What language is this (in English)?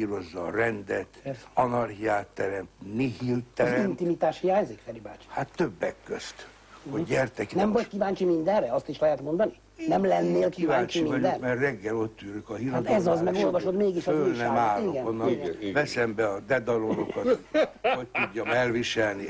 Hungarian